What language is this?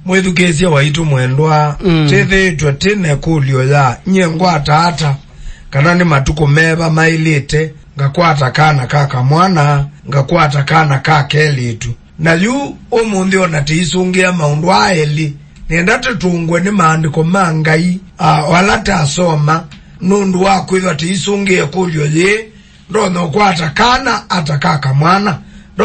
Kamba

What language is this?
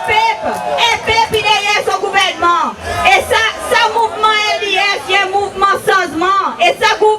Seselwa Creole French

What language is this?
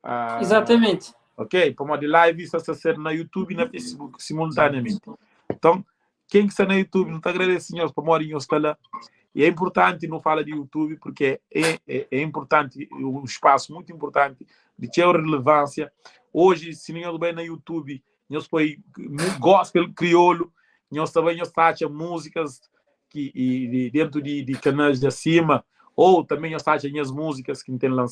Kabuverdianu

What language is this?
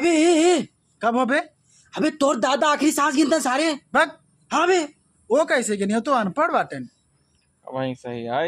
Awadhi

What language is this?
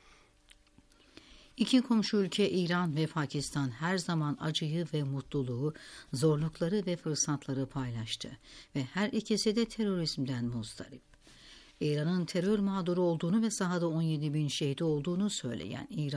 Turkish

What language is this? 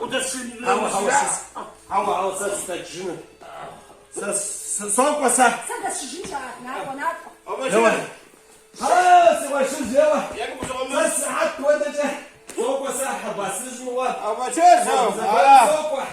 Kabardian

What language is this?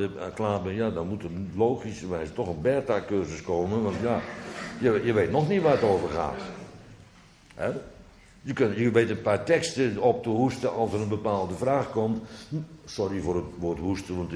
Dutch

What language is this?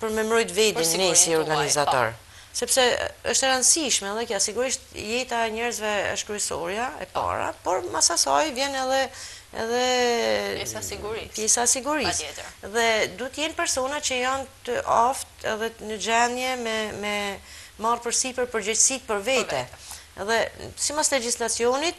Albanian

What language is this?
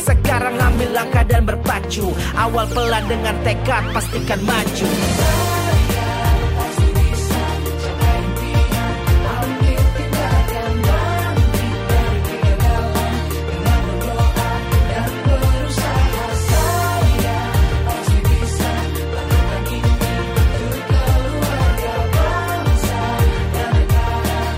Indonesian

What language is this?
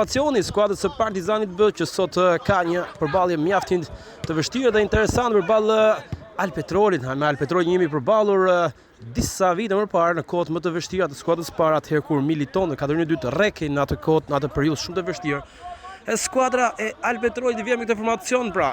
Albanian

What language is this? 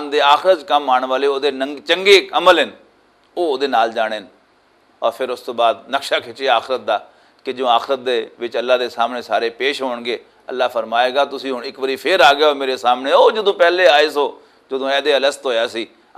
Western Panjabi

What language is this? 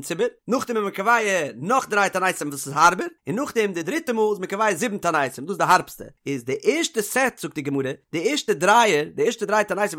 Yiddish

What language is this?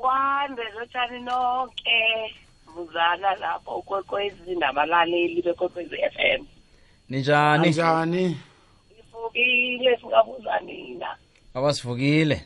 South Ndebele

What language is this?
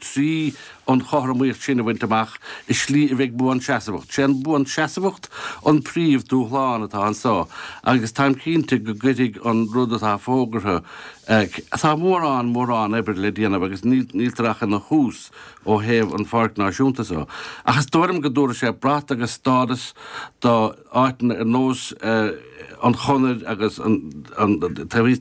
Irish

